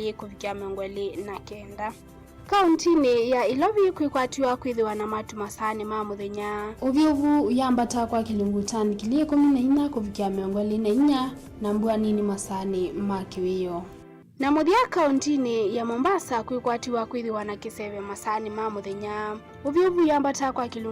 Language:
Kamba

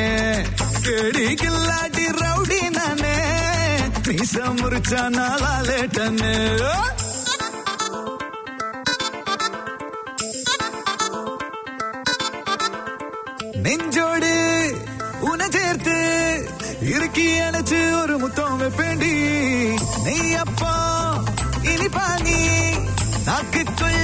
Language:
Tamil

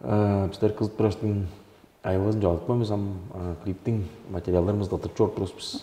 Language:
Tuvinian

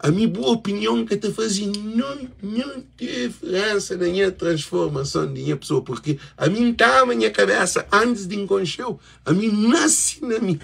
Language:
Kabuverdianu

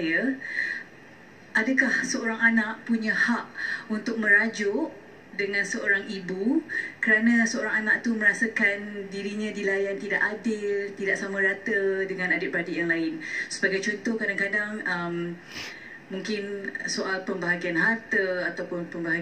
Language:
Malay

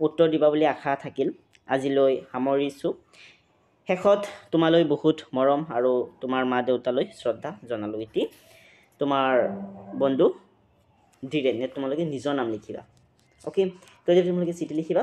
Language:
Assamese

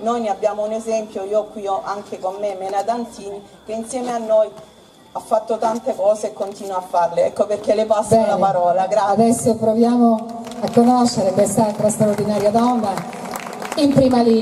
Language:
Italian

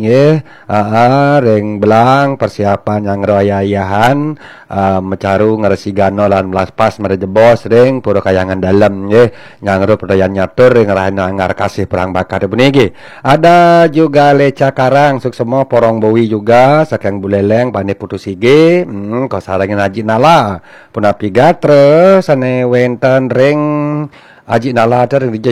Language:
Balinese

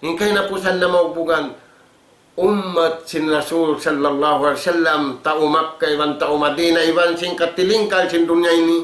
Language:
Tausug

